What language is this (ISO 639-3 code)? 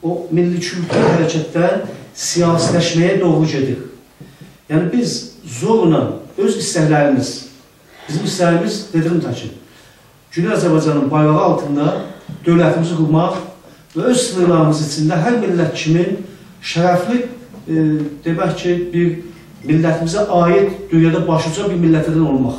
azb